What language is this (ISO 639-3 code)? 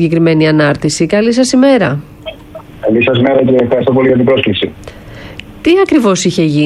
ell